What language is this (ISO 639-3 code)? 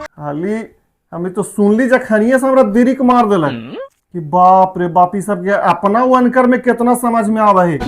mag